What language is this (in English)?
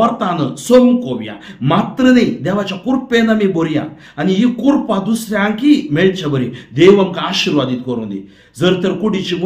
Konkani